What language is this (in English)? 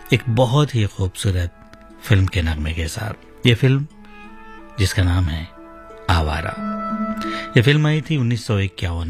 Hindi